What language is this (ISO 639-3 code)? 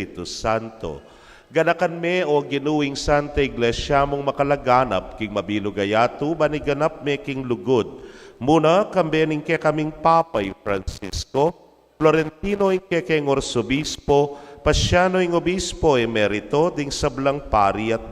pam